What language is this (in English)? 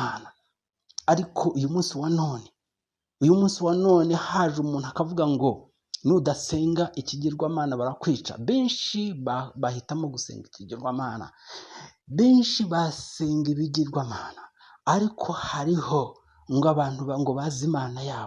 Kinyarwanda